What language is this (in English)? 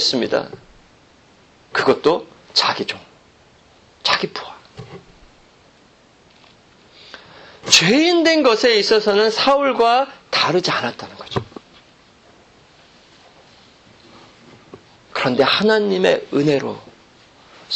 Korean